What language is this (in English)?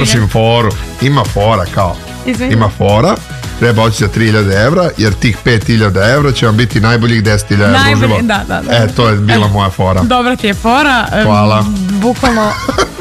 Serbian